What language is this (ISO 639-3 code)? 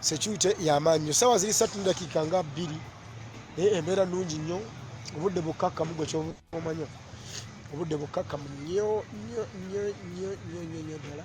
lug